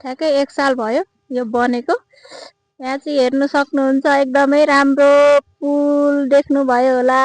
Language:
Nepali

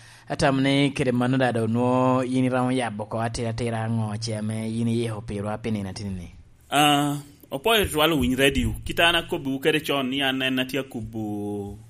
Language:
Lango (Uganda)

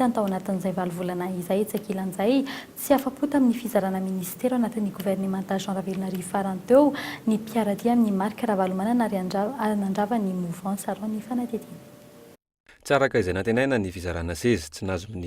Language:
Malagasy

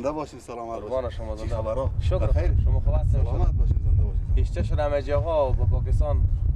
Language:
Persian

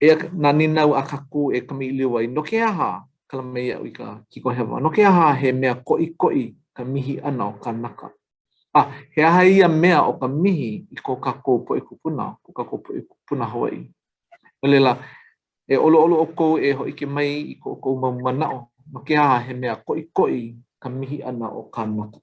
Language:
Hawaiian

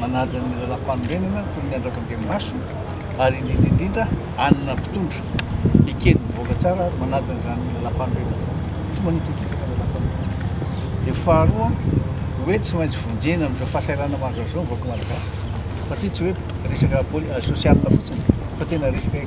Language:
Malagasy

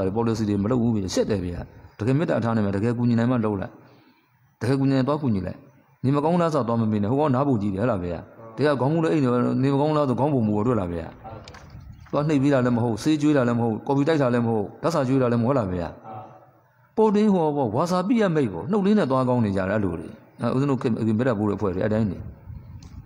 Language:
Burmese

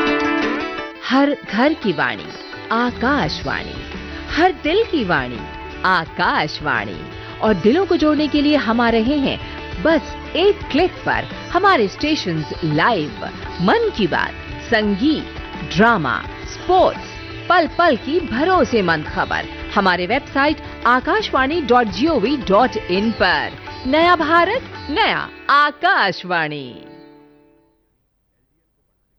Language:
Hindi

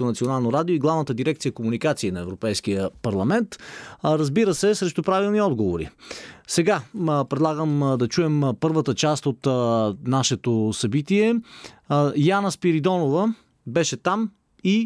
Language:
Bulgarian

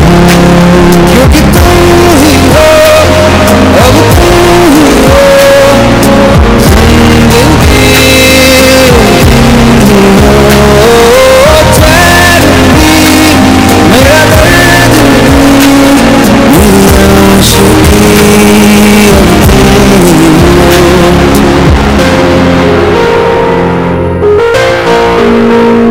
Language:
Hindi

